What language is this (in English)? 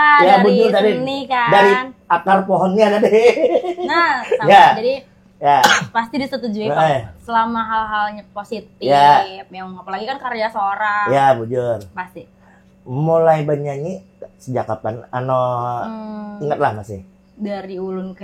Banjar